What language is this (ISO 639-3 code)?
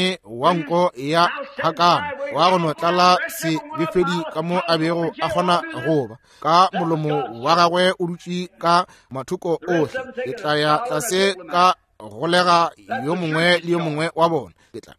nso